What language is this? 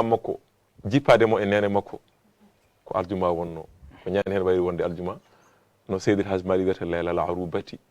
Fula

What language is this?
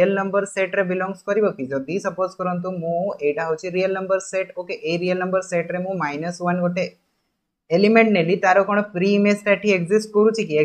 Odia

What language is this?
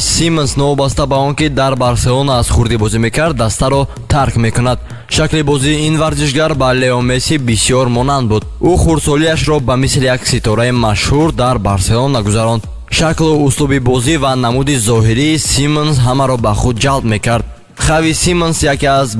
Tajik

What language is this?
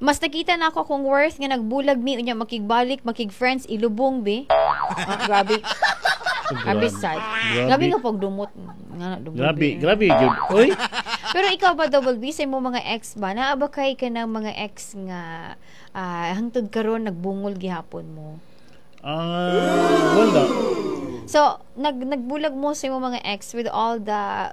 Cebuano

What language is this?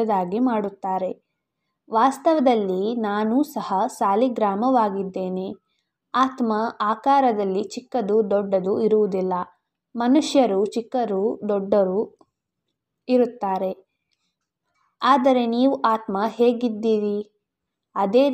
Kannada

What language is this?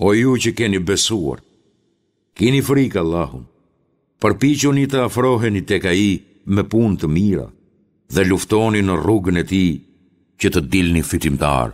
Albanian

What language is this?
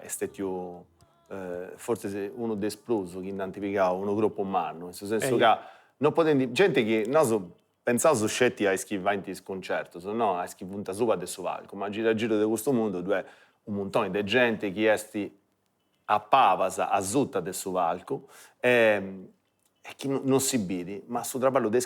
Sardinian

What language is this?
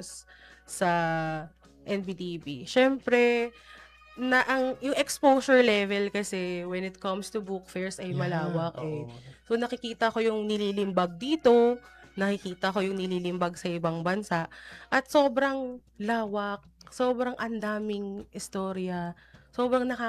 Filipino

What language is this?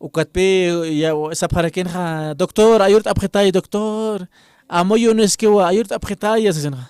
Aymara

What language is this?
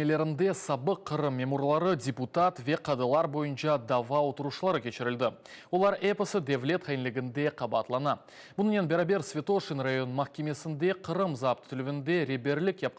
Crimean Tatar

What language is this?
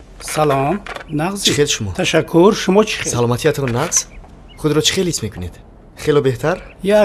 Tajik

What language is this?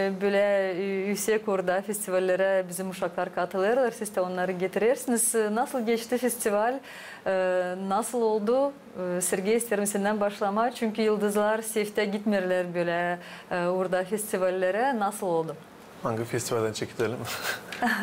Gagauz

